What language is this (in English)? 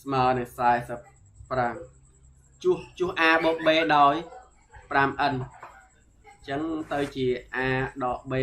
Khmer